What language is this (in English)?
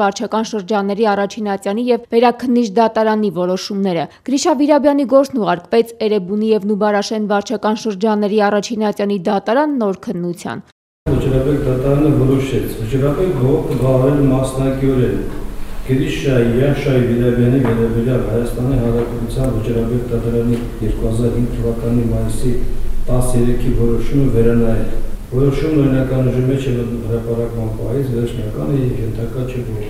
Armenian